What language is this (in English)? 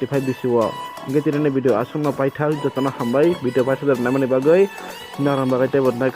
Kok Borok